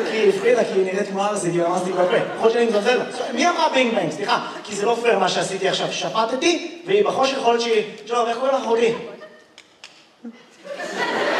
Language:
Hebrew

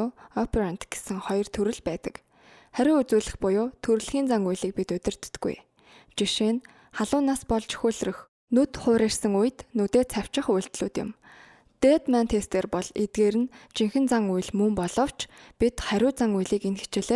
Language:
Mongolian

